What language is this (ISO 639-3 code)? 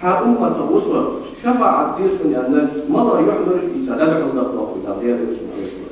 inh